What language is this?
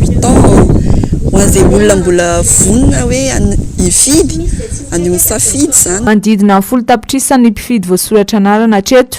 Malagasy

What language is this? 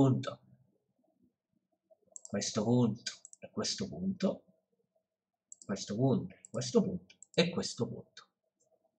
Italian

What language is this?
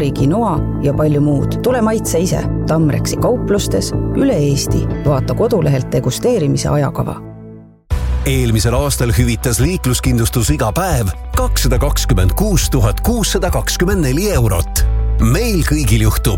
Estonian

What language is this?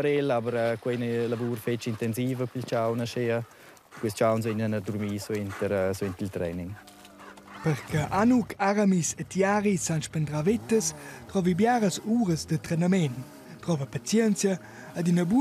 Romansh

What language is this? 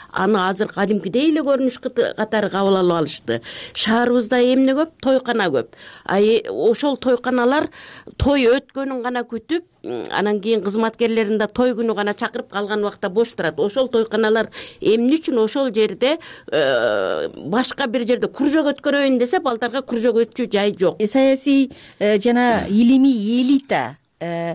Kyrgyz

